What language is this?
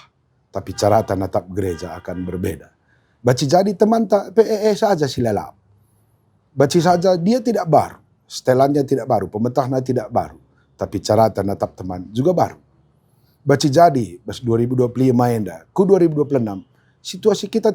Batak Karo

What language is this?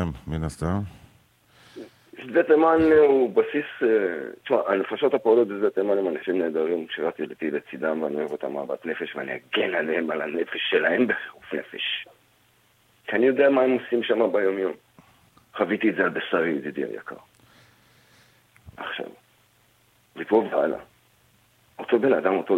Hebrew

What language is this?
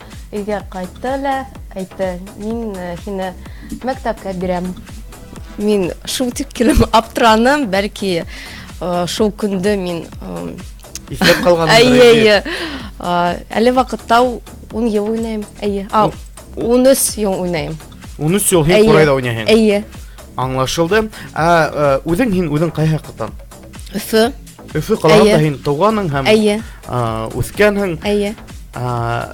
Bashkir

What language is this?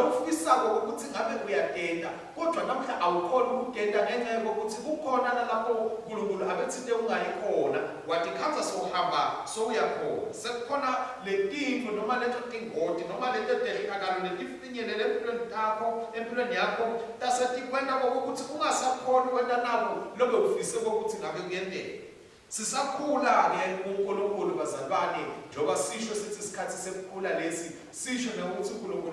Swati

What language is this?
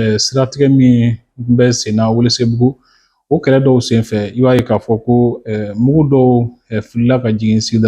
Bambara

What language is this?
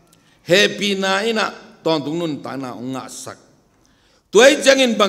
Tedim Chin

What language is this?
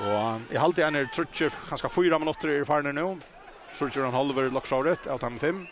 Faroese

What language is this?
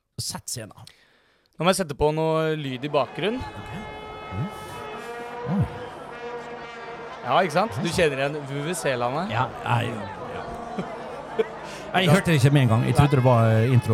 Norwegian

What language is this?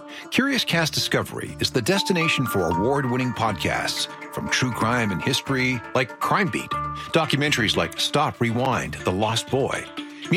English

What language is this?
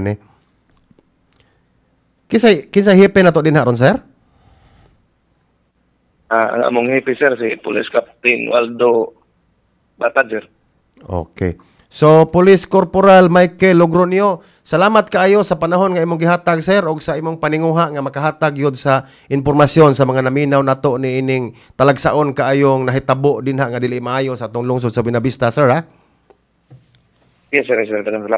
Cebuano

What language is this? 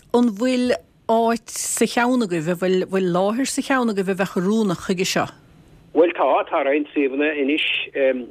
Irish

